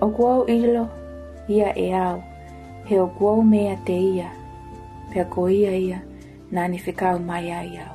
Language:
Tongan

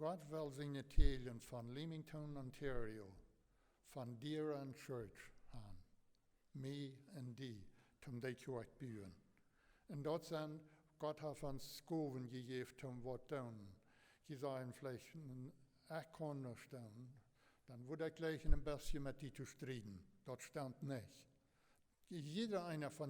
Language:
Plautdietsch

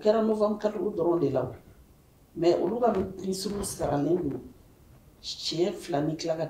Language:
Bambara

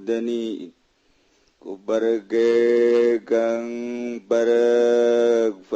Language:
Sundanese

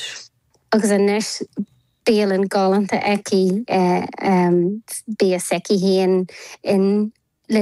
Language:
Irish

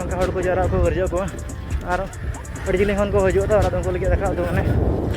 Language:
Santali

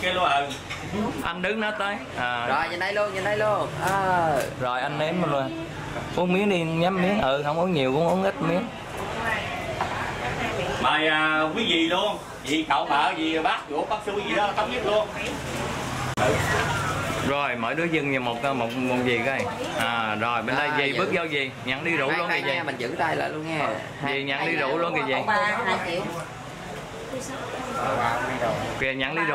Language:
Vietnamese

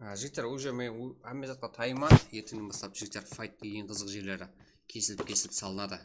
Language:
Kara-Kalpak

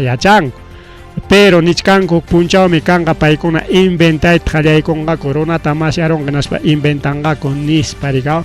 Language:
Ayacucho Quechua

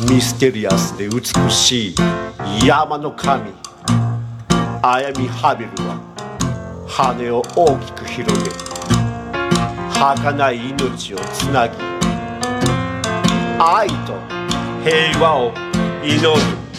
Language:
Japanese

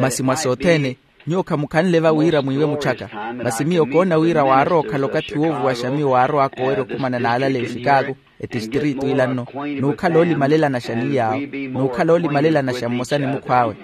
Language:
Makhuwa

